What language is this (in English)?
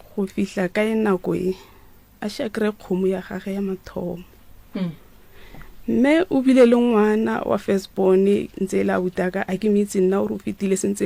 Northern Sotho